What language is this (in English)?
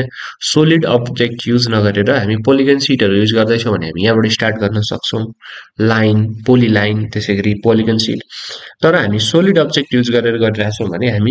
Nepali